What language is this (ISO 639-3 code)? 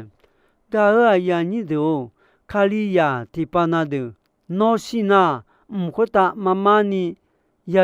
ahk